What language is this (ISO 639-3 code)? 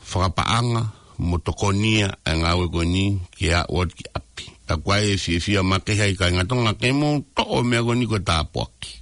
ton